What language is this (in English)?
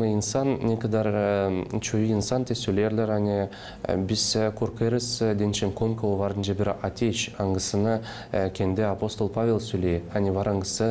Gagauz